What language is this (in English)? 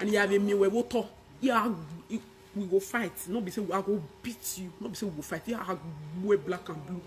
Nigerian Pidgin